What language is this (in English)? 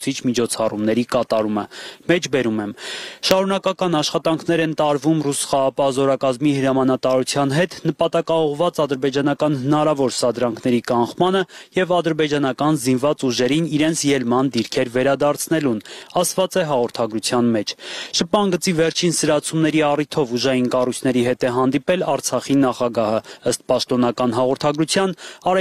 Armenian